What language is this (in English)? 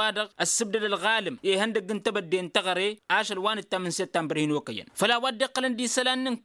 Tamasheq